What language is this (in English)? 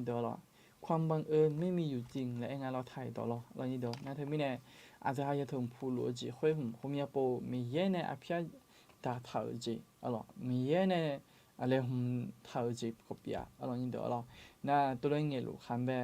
Akha